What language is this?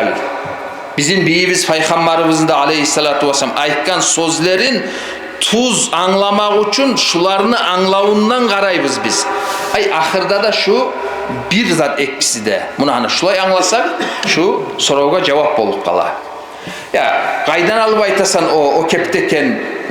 Kumyk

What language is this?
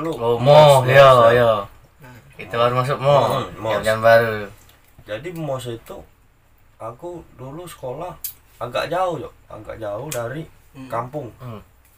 Musi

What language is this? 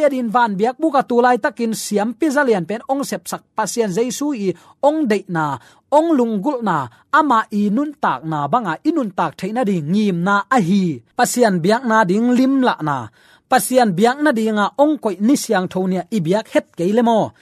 Tedim Chin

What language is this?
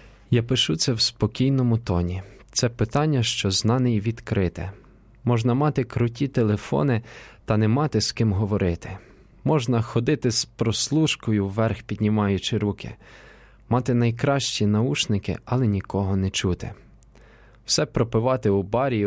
Ukrainian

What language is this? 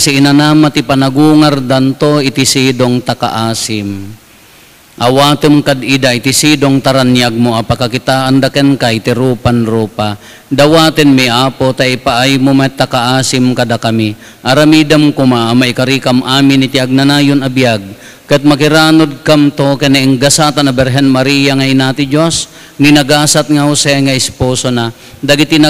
Iloko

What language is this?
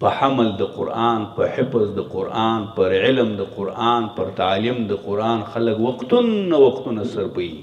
Pashto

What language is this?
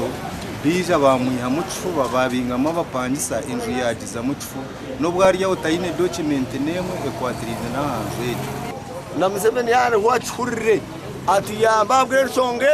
Nyankole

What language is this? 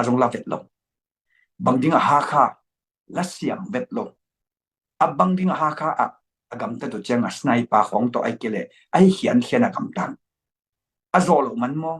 Tedim Chin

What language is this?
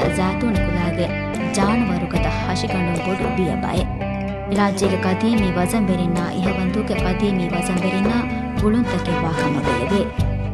Divehi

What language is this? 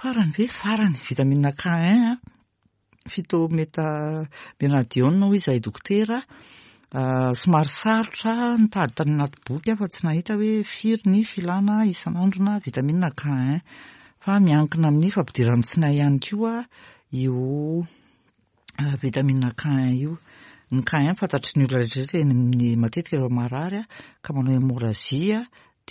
Malagasy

